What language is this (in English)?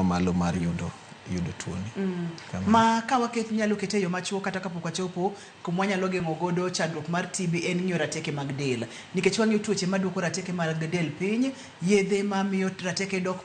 Luo (Kenya and Tanzania)